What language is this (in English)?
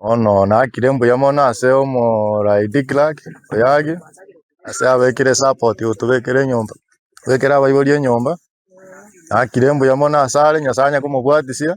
Gusii